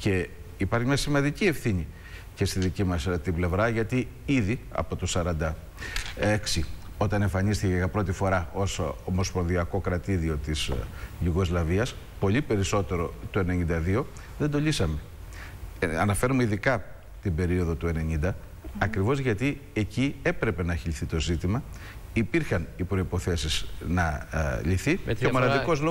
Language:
Greek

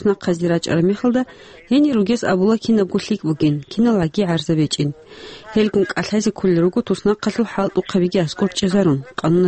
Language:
Avaric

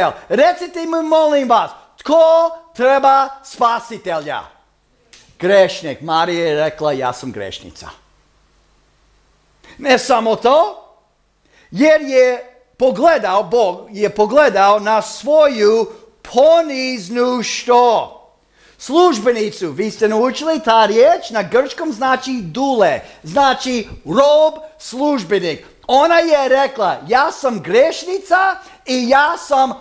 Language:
Croatian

